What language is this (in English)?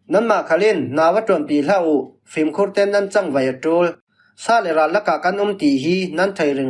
Falam Chin